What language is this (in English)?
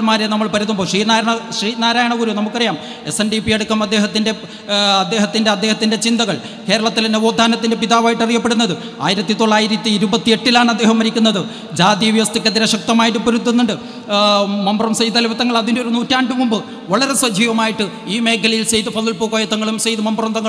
Malayalam